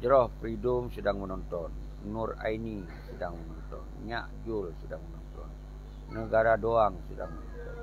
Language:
Achinese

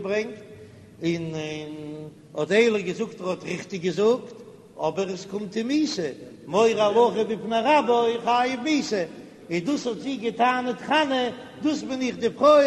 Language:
Yiddish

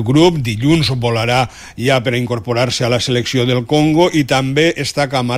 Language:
Catalan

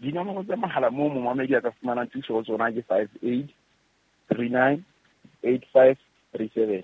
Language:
Southern Sotho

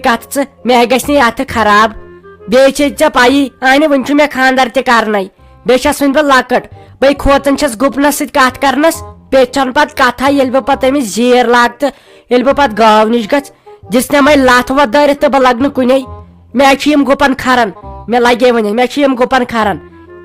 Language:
Kashmiri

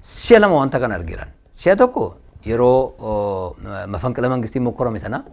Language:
Oromo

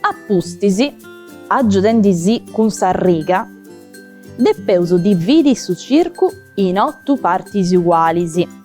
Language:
Sardinian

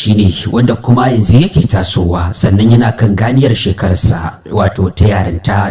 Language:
Hausa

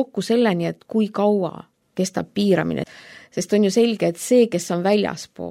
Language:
Estonian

